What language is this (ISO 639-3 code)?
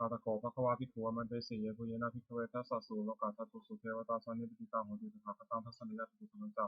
pli